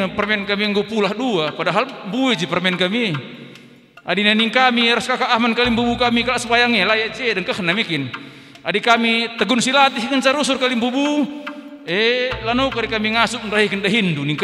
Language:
Batak Karo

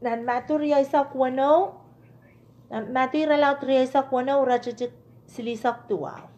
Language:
Pohnpeian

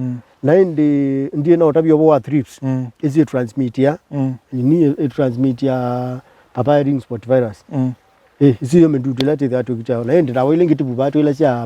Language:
Kamba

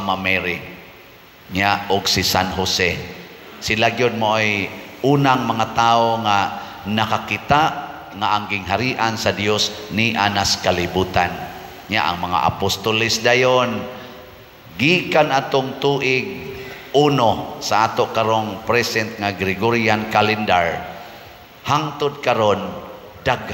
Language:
Cebuano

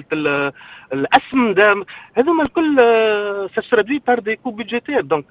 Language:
Tunisian Arabic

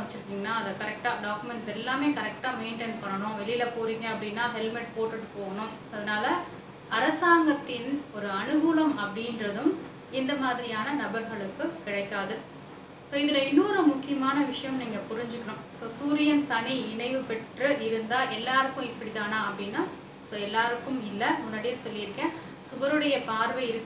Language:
Tamil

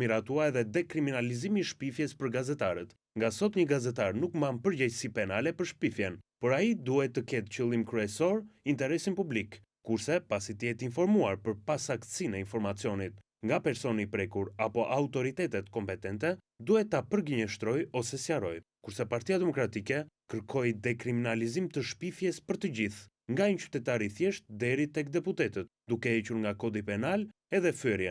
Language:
Albanian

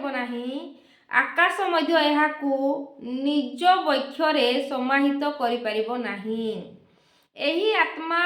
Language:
Odia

